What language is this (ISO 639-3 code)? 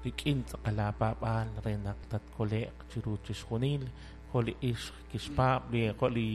kek